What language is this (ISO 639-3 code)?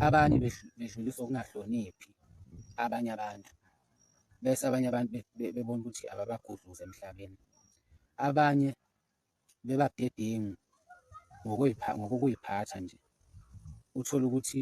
zul